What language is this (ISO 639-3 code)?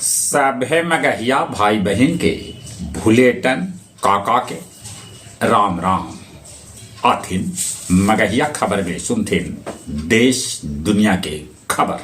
mag